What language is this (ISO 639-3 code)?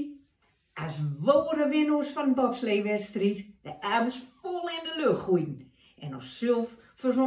gos